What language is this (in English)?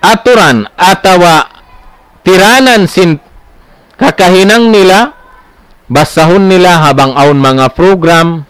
Tausug